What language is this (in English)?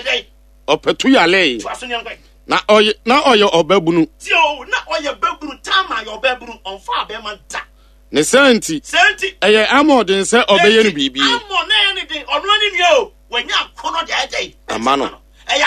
Akan